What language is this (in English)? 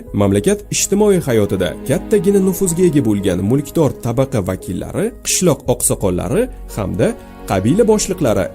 Uzbek